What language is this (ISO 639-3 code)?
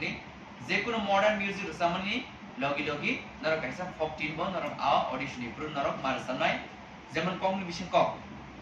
trp